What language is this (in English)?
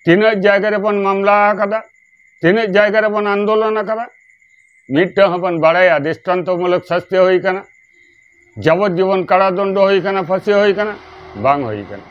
Santali